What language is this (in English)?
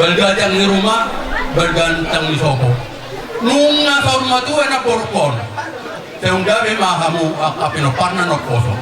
Batak Toba